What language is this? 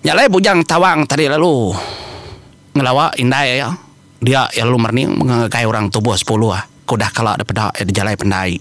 Iban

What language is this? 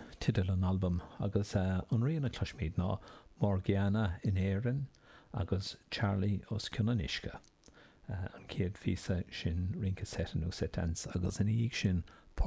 Irish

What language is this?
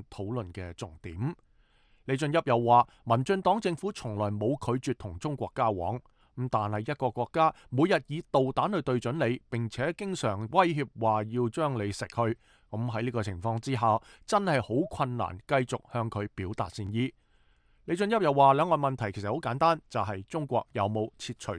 Cantonese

